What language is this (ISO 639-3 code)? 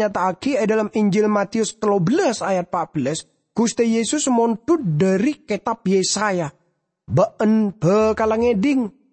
mad